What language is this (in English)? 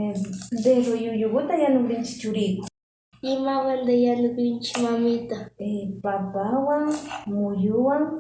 Imbabura Highland Quichua